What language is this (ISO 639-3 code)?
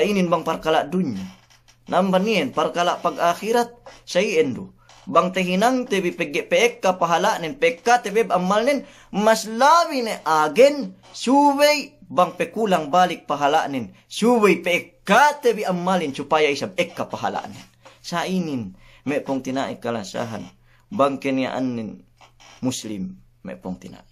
yka